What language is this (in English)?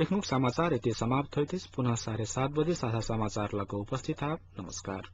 Maithili